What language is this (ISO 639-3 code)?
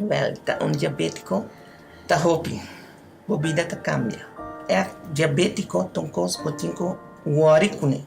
pap